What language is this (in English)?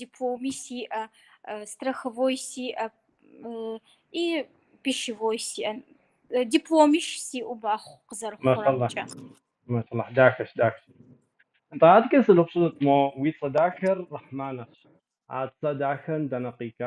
Kabardian